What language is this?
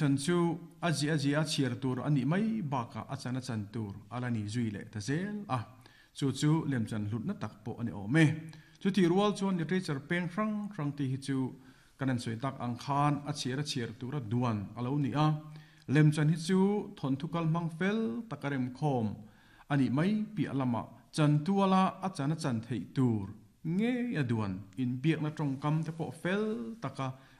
Mizo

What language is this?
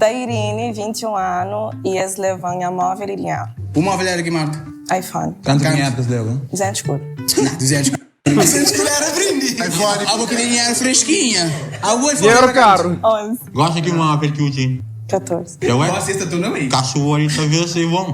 Kabuverdianu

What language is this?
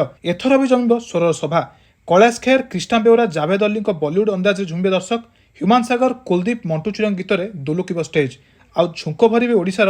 Odia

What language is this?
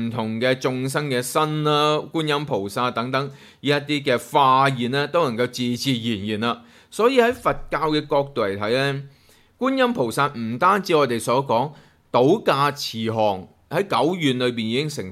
Cantonese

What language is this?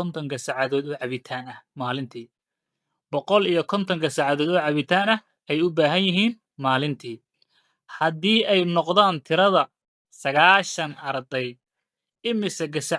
Somali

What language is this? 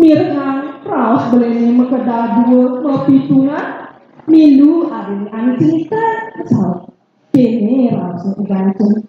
Balinese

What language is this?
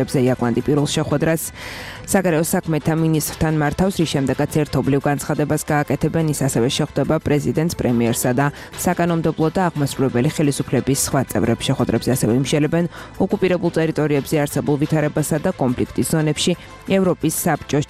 Georgian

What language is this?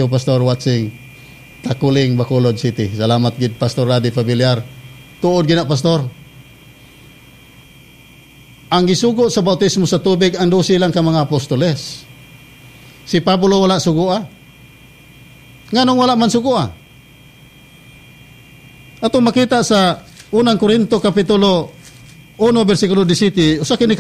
Cebuano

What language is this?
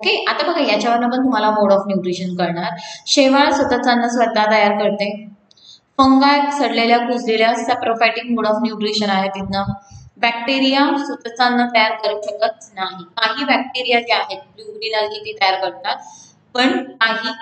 Marathi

